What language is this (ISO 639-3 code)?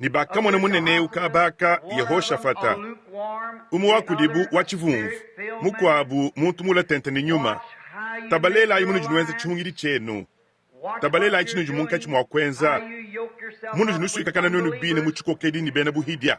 lua